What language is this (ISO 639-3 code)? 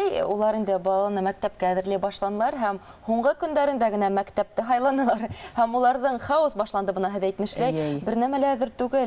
bak